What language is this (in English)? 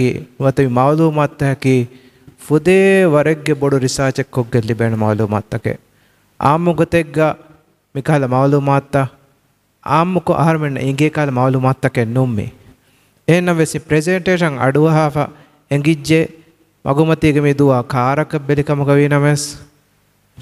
Divehi